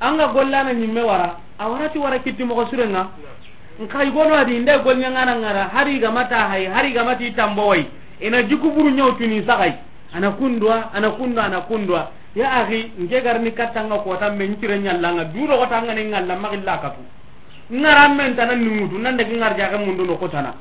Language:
Soninke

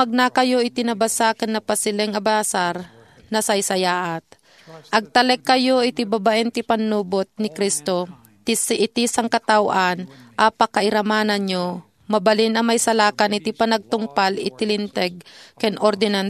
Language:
Iloko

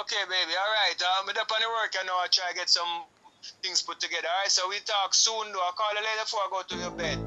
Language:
Jamaican Creole English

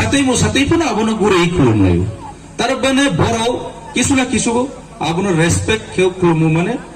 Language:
Riang (India)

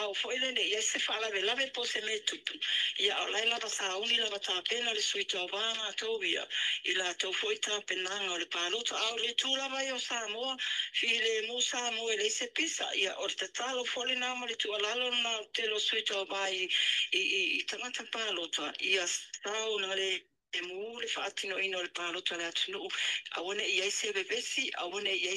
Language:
Samoan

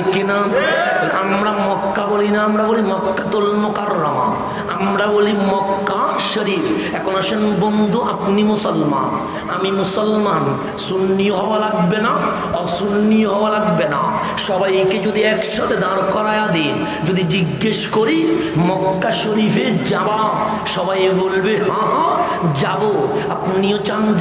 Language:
Bangla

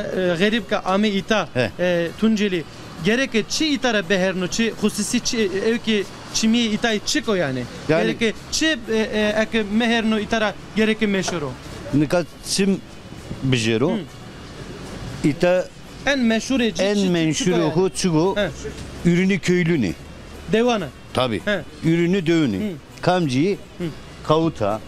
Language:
Zaza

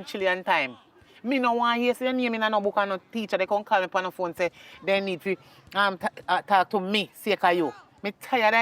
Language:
Jamaican Creole English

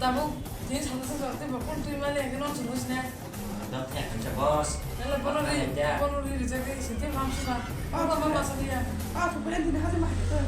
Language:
Kok Borok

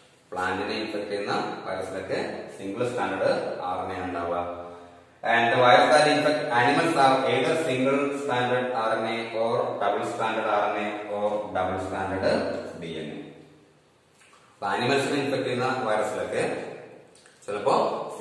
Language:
Malayalam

